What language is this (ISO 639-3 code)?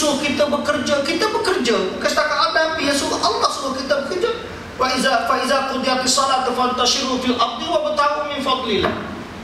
msa